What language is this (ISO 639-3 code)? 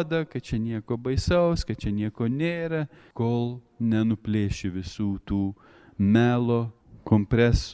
lit